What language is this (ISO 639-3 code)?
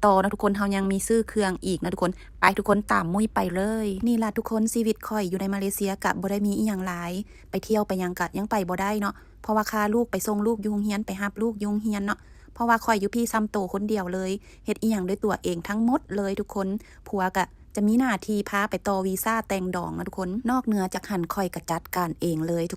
lao